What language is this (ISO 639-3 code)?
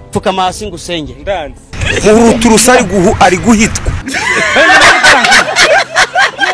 kin